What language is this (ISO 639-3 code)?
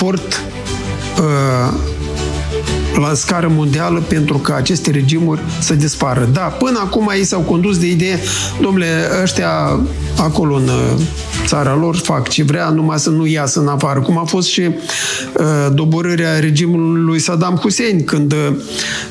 ron